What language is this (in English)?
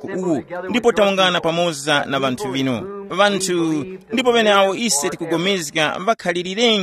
Tumbuka